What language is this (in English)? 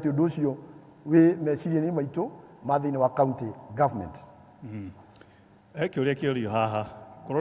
Kikuyu